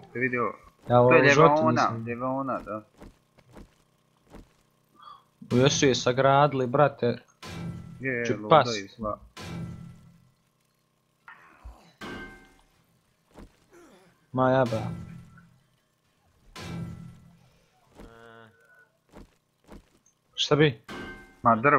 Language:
Croatian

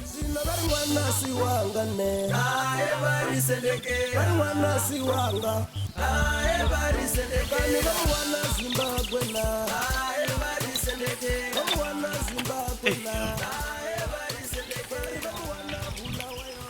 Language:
Venda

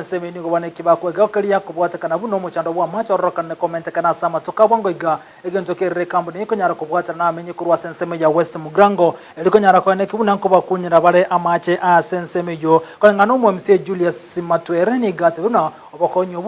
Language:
Gusii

